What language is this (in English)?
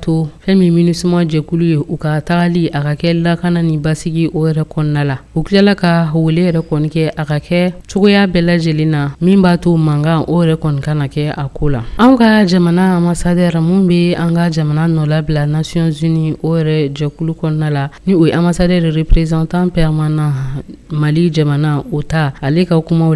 Bambara